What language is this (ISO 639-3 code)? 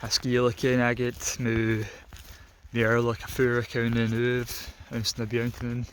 gla